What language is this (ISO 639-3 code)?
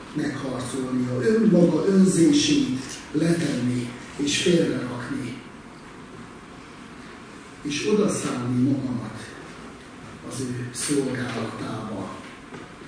hun